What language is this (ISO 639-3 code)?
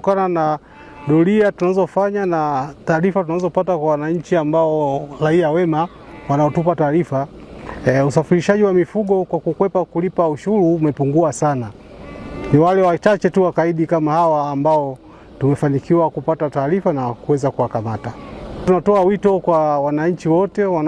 swa